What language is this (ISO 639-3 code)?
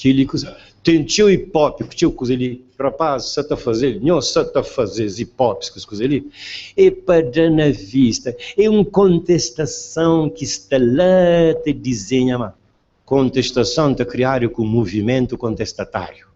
kea